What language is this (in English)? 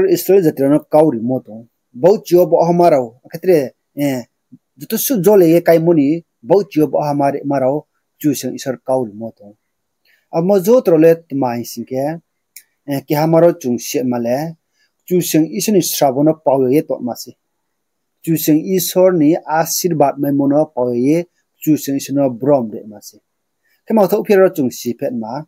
Riang (India)